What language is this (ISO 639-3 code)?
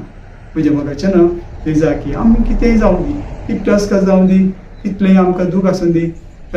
kok